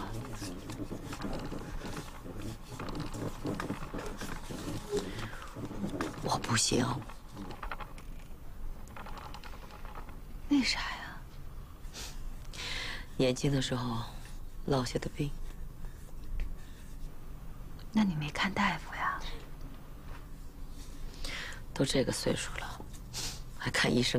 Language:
Chinese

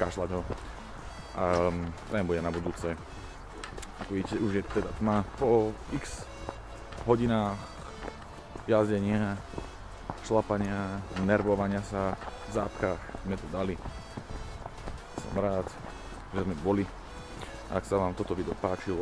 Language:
Slovak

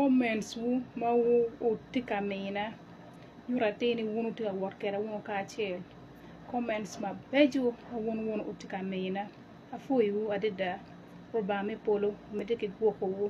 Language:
Acoli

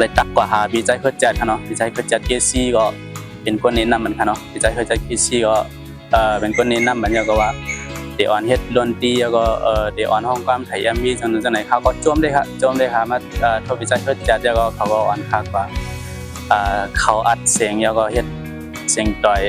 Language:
Shan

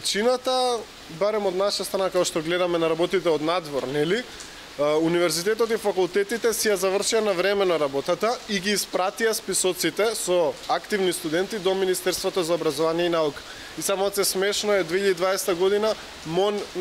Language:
Macedonian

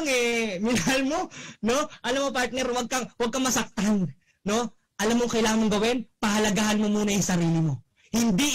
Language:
Filipino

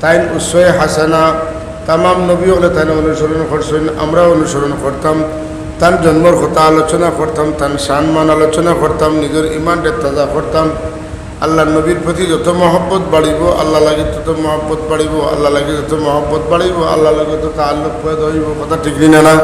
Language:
Sylheti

